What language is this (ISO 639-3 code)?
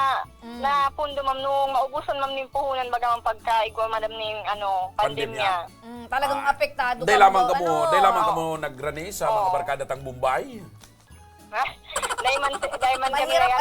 bik